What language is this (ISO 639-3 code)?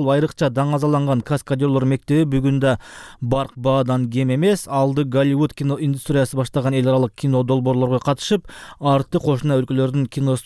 kir